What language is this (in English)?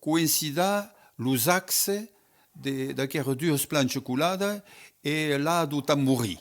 Occitan